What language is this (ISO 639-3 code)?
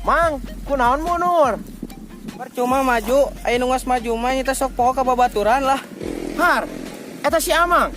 sun